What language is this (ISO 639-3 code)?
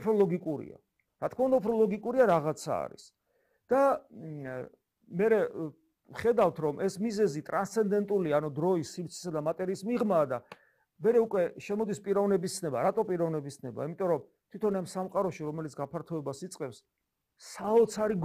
kat